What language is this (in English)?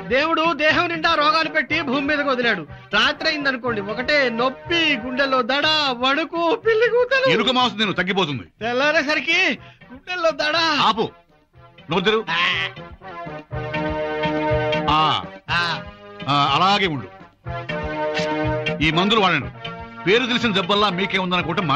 Telugu